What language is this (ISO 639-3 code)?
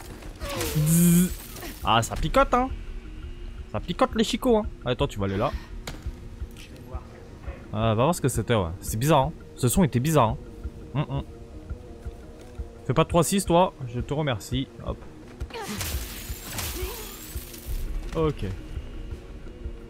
fra